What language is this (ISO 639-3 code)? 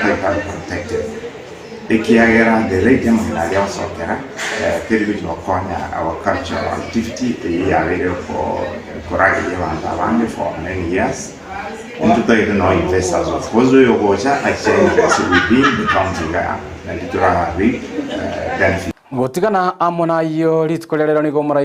guz